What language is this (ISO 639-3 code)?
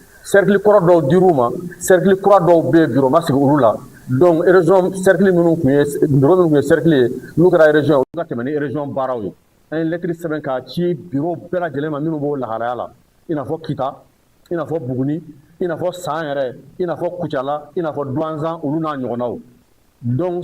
bam